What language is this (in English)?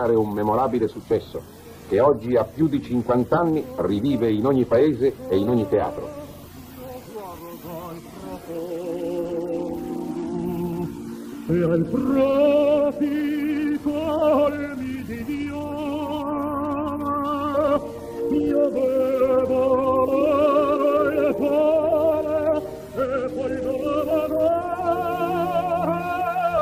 Italian